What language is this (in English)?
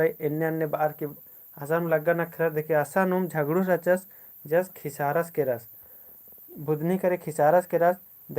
Kurukh